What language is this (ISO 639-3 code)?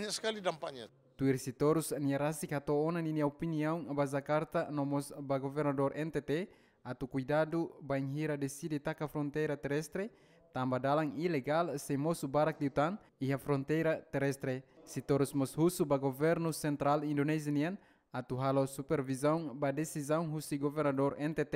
tet